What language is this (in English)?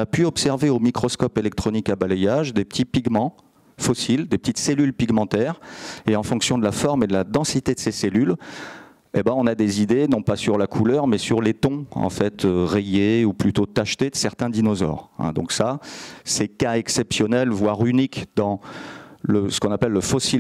French